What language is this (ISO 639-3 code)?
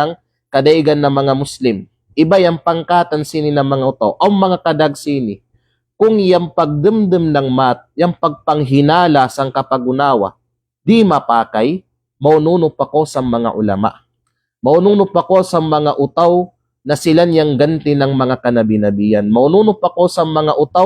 kqe